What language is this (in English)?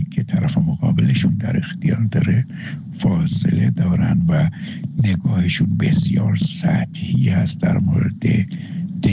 Persian